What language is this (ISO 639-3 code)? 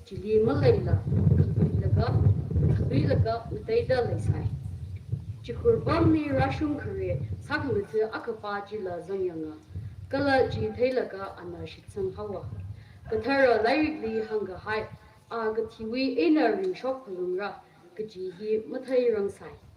nmf